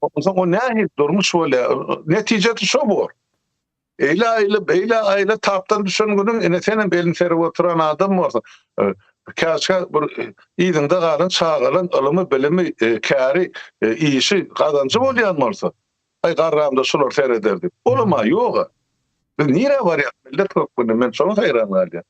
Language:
Turkmen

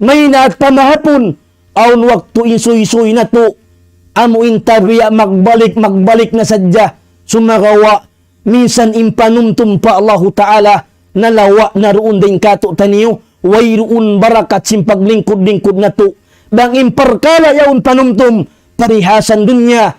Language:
Tausug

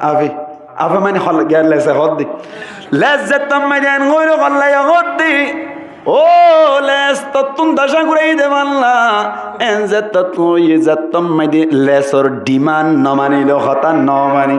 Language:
Rohingya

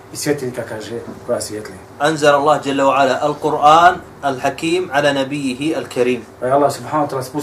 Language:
Bosnian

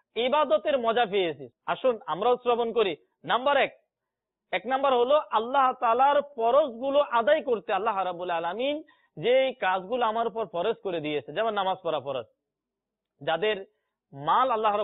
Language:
Bangla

